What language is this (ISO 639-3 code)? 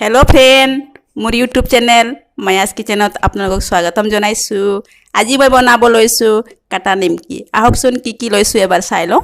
asm